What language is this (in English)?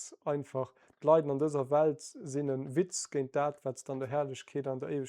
Luxembourgish